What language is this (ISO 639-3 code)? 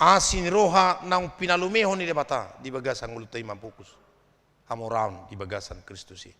bbc